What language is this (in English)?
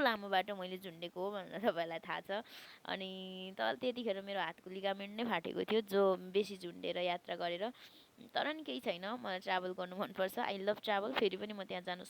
Nepali